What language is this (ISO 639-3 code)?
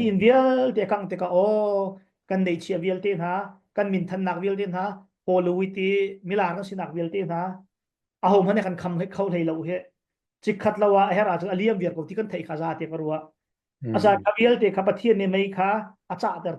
cnh